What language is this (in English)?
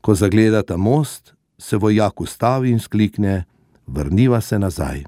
Slovenian